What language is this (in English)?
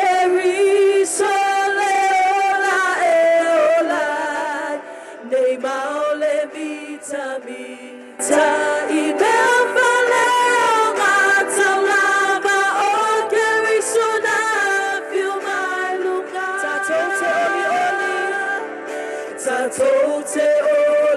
Samoan